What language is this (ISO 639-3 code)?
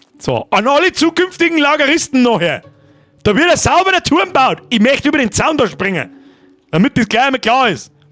bar